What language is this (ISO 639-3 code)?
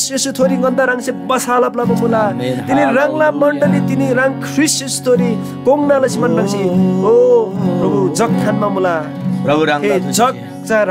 taj